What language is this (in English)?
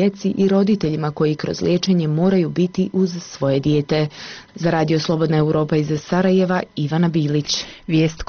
Bosnian